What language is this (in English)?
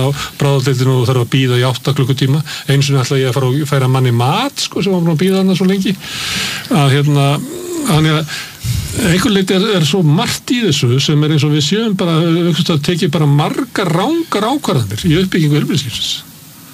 Icelandic